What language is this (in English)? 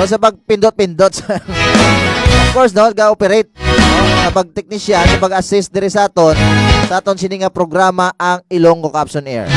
Hiligaynon